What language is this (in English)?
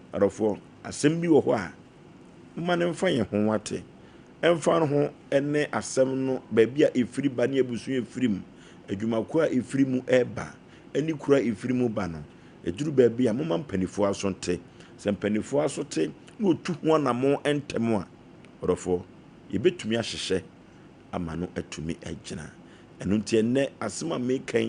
Akan